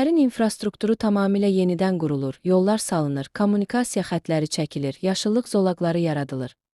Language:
Azerbaijani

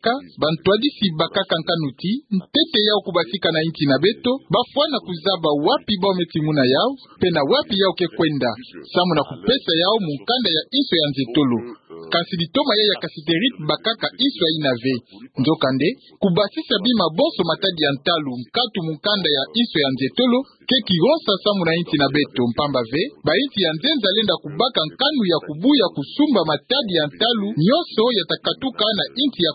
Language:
Kituba (Democratic Republic of Congo)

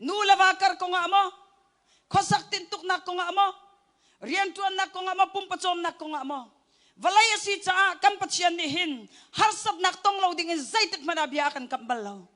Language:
Hakha Chin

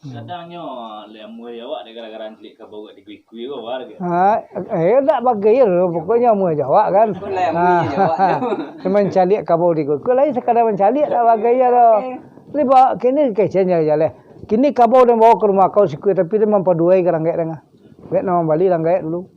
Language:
Minangkabau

